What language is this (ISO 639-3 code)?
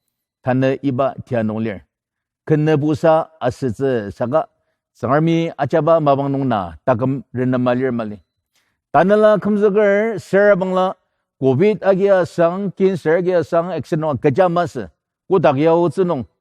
njo